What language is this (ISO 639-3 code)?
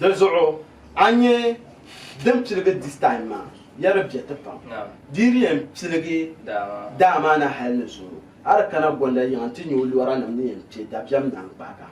dag